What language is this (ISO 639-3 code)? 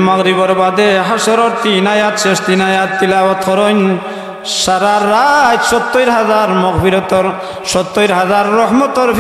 syl